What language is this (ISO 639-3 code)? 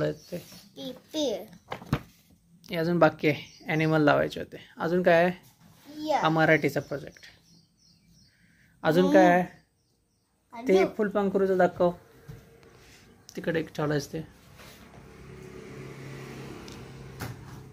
mar